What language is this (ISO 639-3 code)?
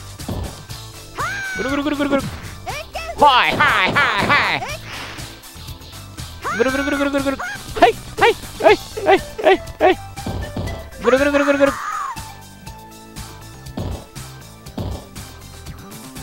jpn